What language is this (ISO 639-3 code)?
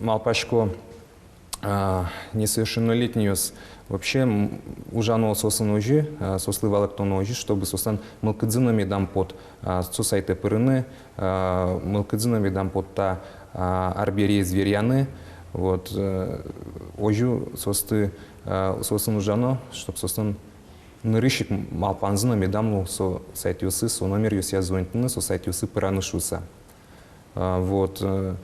udm